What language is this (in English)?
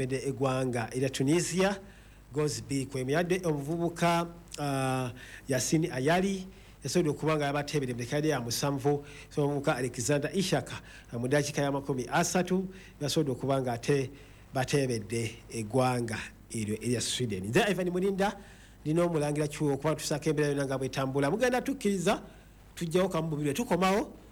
Ganda